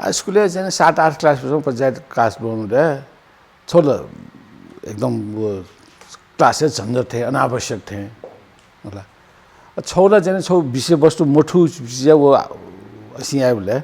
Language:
Newari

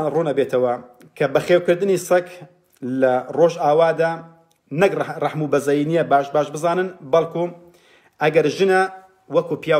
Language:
Central Kurdish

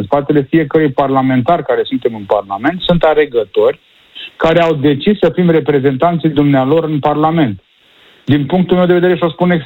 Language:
Romanian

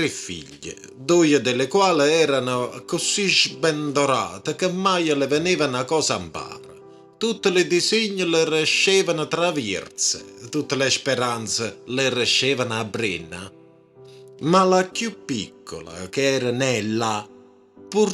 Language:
Neapolitan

